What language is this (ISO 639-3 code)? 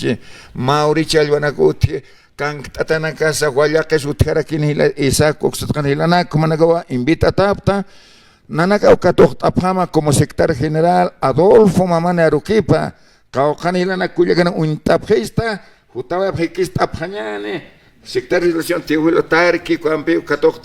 aym